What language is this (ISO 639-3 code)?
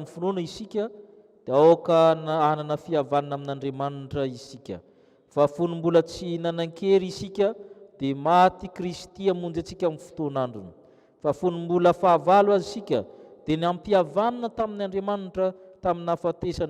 mlg